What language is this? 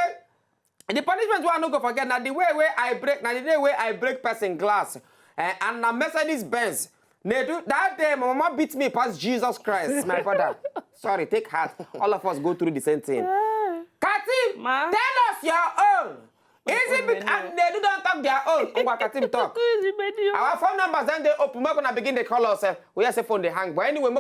Nigerian Pidgin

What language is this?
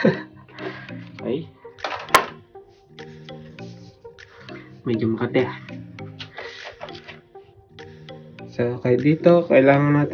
Filipino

